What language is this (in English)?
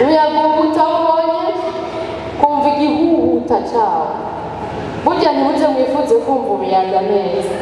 Rundi